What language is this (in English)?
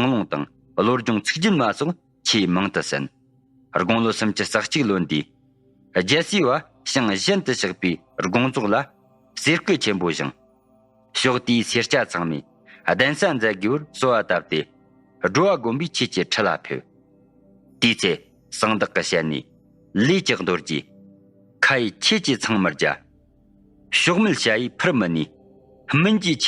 Tibetan